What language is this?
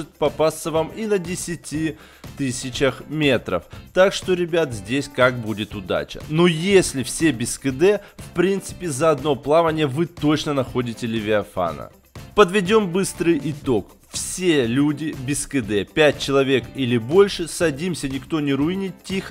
Russian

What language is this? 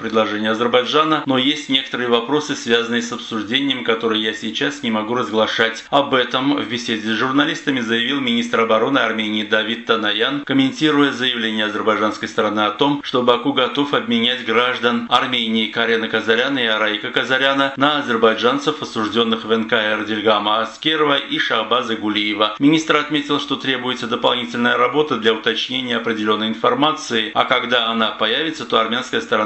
Russian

